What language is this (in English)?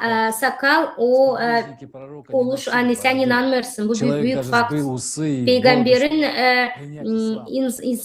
Gagauz